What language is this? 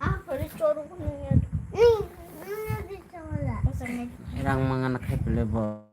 Kok Borok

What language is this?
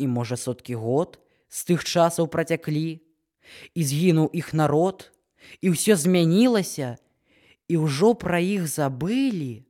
Belarusian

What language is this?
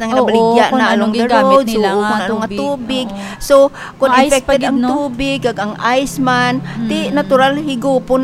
Hiligaynon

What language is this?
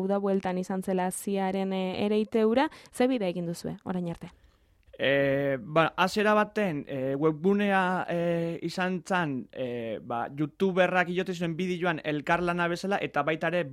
Basque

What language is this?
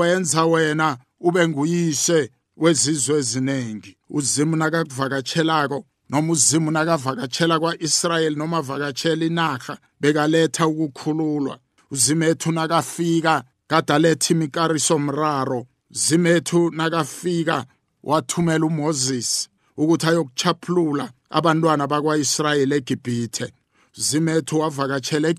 South Ndebele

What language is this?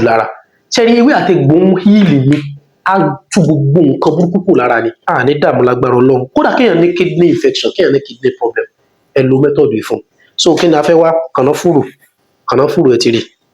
Yoruba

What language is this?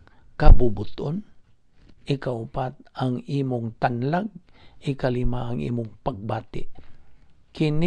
Cebuano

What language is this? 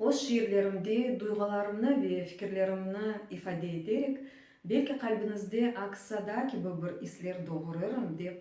Crimean Tatar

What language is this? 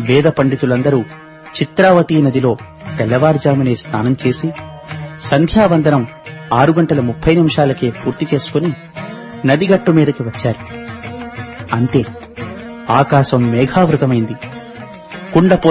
Telugu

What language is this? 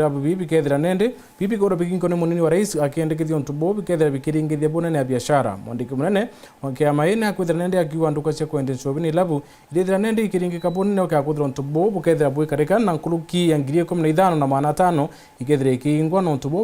Meru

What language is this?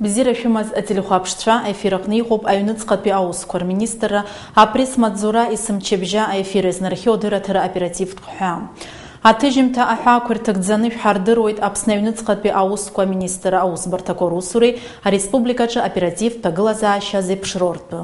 Abkhazian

